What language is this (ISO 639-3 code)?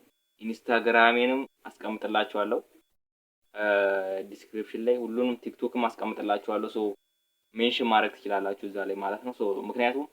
amh